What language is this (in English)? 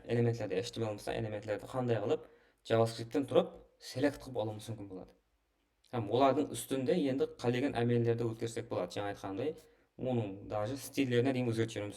Kara-Kalpak